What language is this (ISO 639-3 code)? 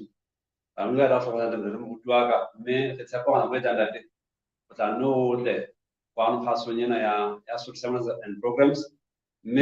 sot